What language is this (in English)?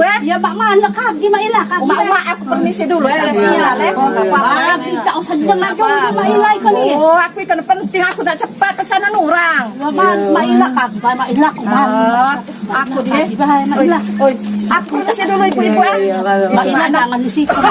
Musi